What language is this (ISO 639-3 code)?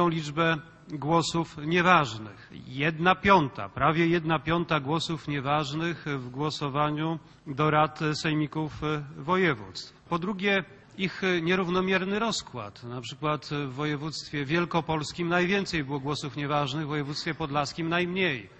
pol